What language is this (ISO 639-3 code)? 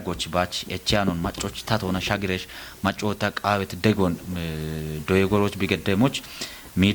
kbr